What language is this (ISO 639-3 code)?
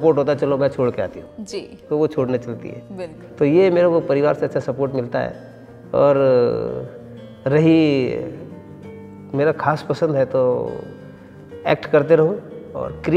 hin